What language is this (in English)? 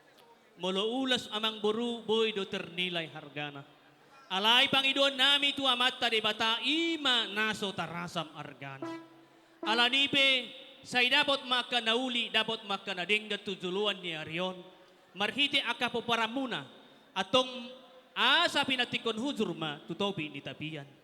Batak Toba